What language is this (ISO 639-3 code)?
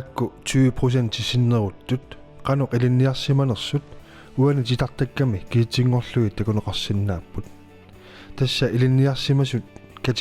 kal